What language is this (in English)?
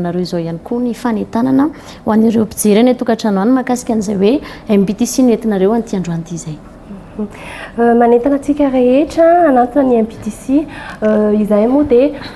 Malagasy